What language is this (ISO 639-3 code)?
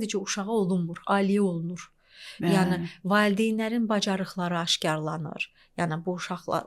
aze